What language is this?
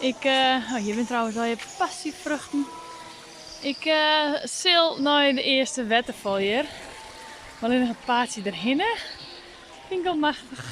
Western Frisian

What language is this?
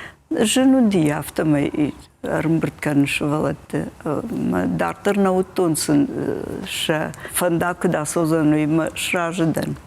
Ossetic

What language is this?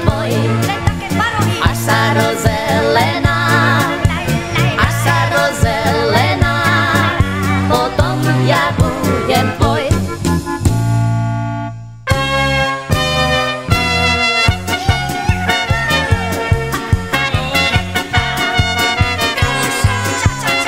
Slovak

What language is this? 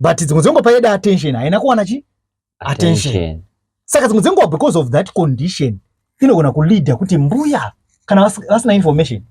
Shona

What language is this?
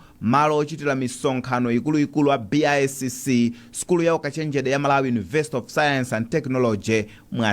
Nyanja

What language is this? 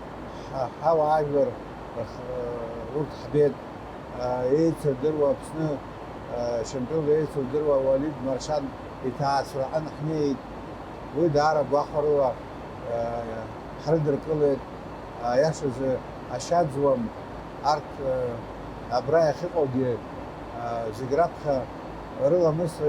Abkhazian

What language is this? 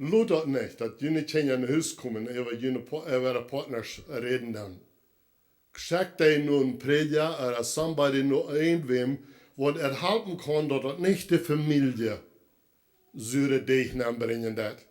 Plautdietsch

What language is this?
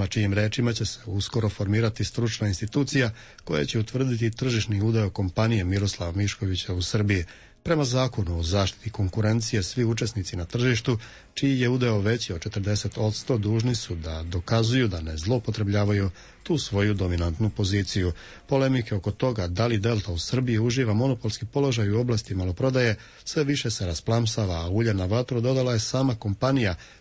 Serbian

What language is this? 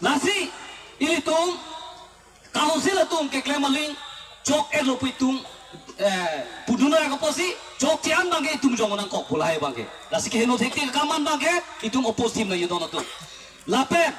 Karbi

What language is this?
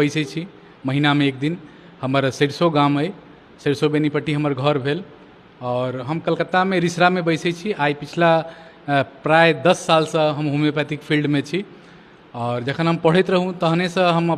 Maithili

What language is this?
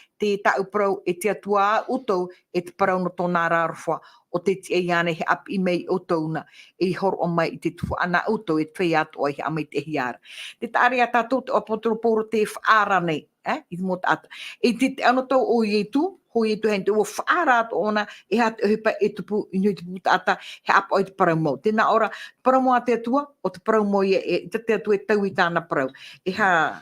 Tahitian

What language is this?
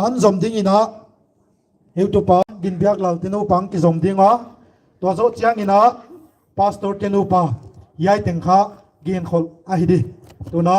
Paite Chin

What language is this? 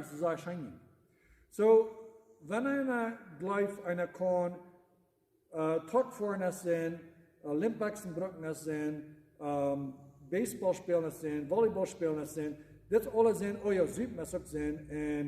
Plautdietsch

